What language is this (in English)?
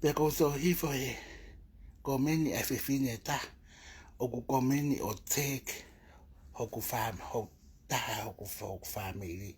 Tongan